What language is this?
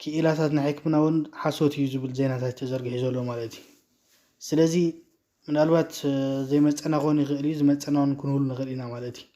Tigrinya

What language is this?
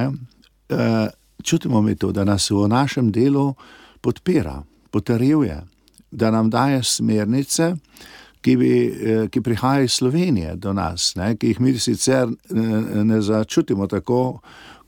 Slovenian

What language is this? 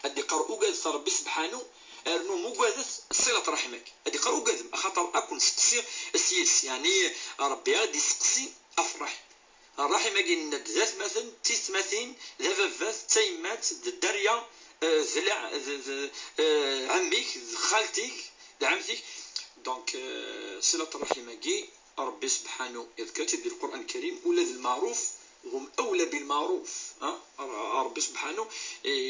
Kabyle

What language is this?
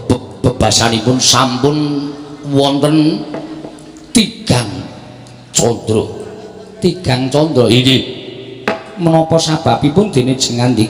Javanese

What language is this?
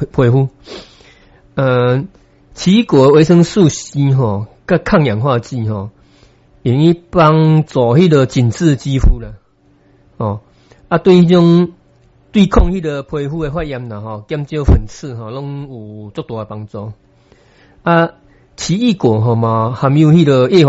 Min Nan Chinese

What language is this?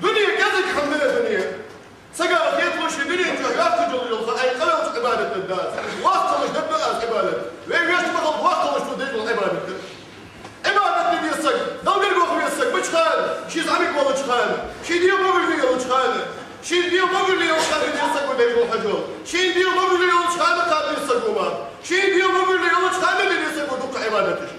Ingush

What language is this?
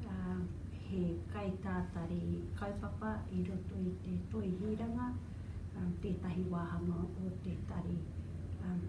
Māori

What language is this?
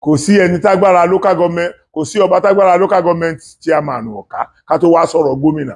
Yoruba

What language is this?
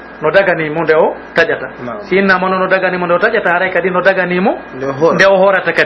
Pular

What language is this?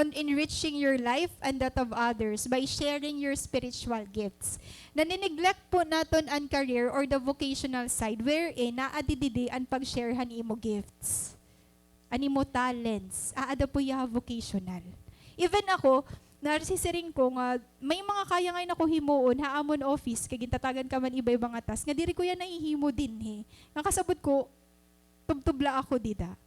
Waray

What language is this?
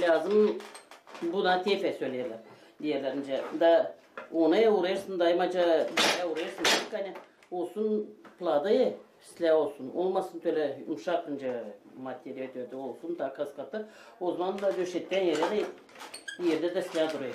Gagauz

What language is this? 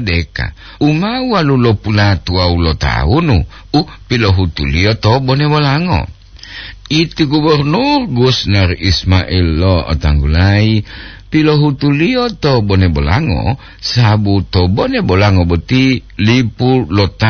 Gorontalo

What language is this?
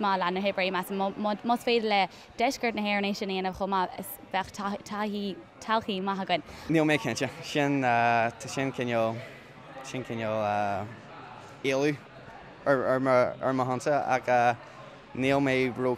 Irish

